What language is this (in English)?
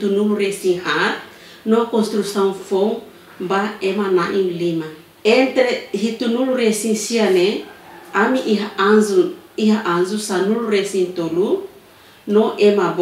Tetum